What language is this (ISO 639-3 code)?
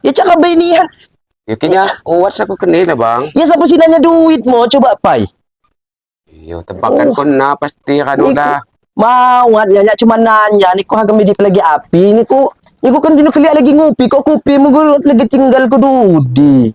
ljp